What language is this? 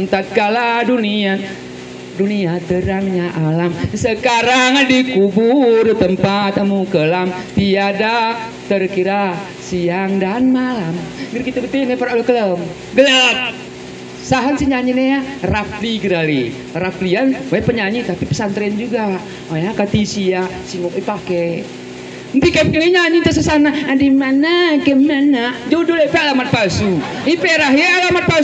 Gayo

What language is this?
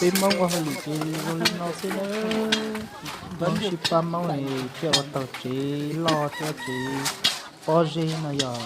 Hmong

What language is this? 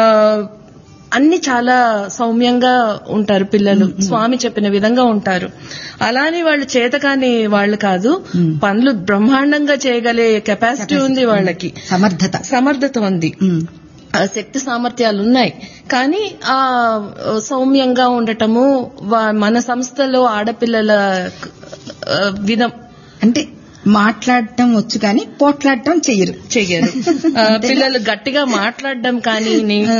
Telugu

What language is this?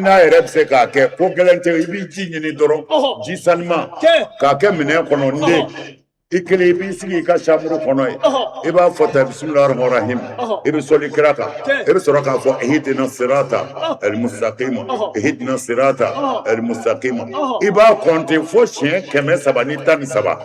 Bambara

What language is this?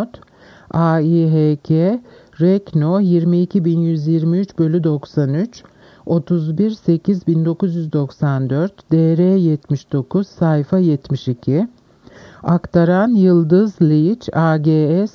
Turkish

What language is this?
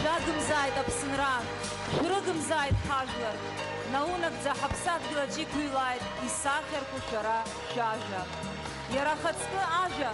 Abkhazian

